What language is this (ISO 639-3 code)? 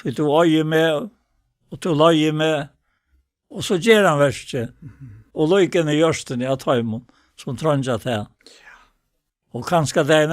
fao